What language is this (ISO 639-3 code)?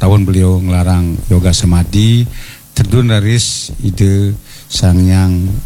ban